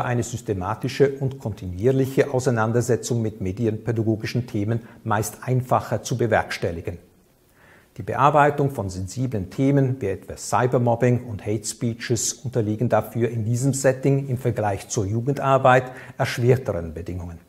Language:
German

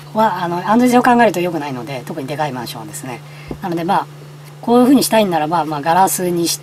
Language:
Japanese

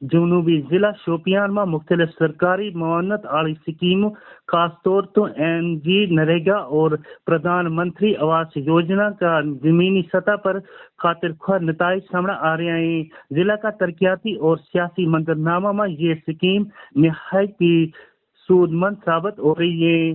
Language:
Gujari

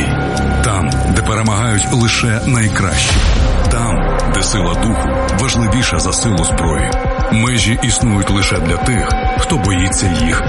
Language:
Ukrainian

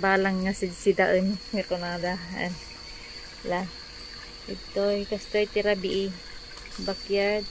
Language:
Iloko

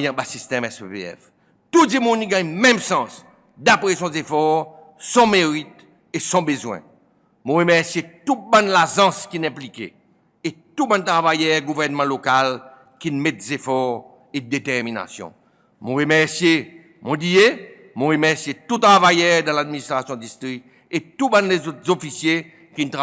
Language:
Seselwa Creole French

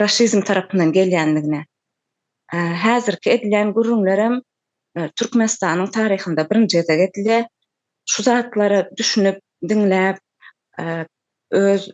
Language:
Turkmen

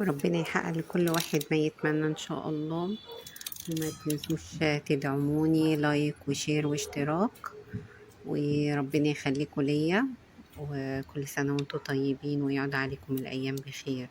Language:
Egyptian Arabic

